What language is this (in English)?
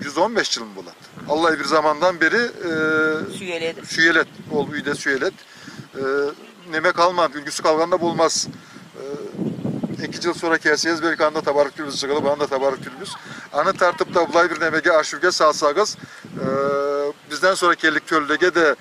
Karachay-Balkar